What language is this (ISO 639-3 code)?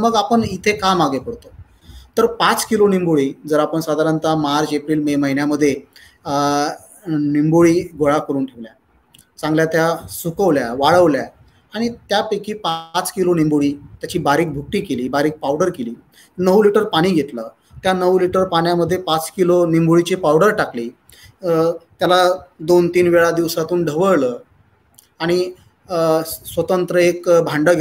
mar